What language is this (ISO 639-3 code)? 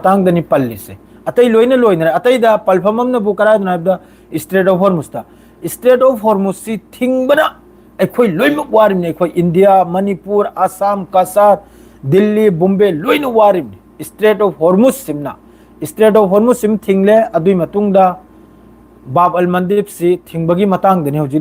mni